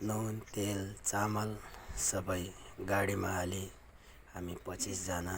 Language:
Nepali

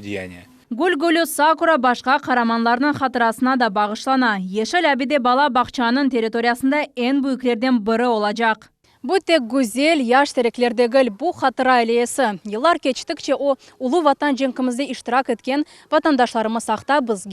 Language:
Crimean Tatar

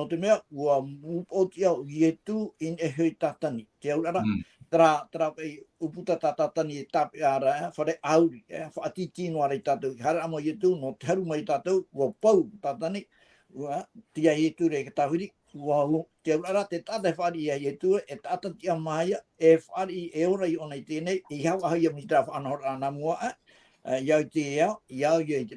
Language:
Tahitian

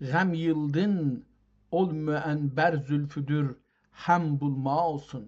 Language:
South Azerbaijani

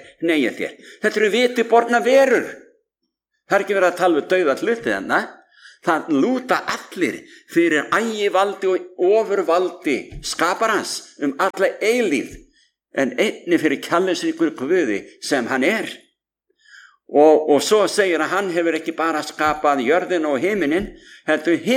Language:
Icelandic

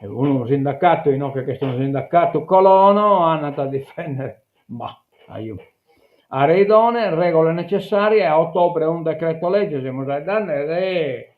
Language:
Sardinian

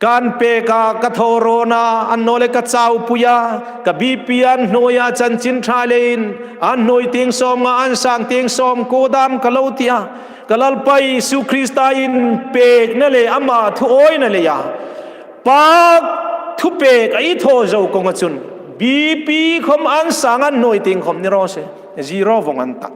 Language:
Hmar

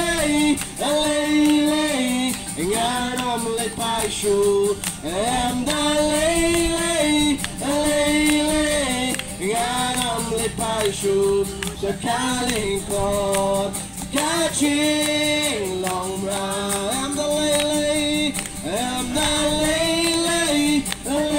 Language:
Khasi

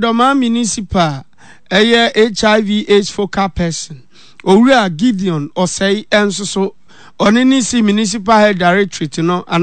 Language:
Akan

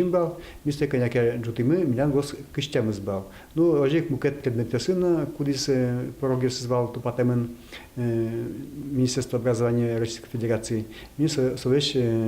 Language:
Udmurt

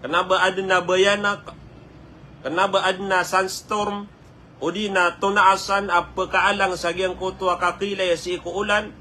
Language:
Maranao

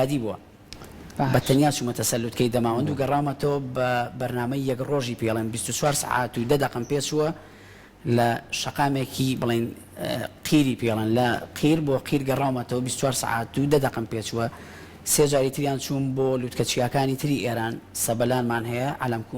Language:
Central Kurdish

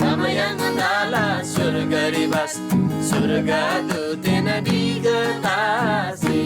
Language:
Eastern Tamang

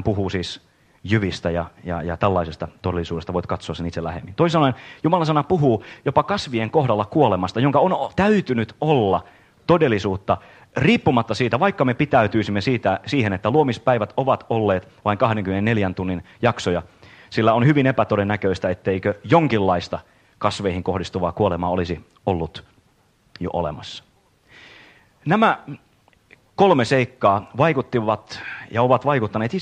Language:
Finnish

